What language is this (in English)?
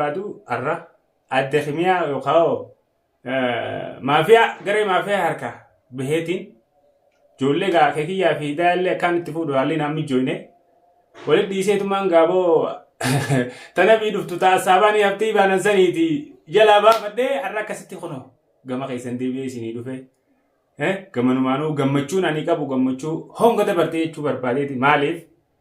Oromo